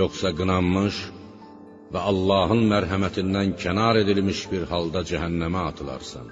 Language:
Azerbaijani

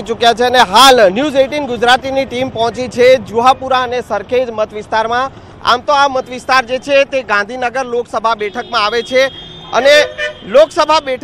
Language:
Gujarati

